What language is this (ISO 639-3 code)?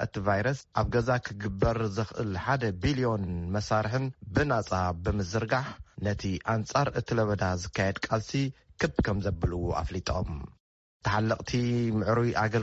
tir